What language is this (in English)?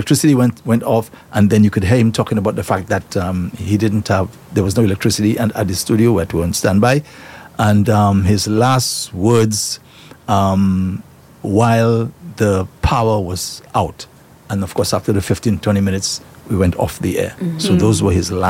English